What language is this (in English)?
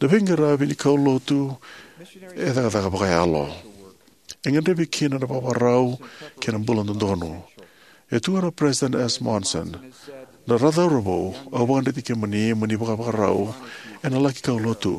Fijian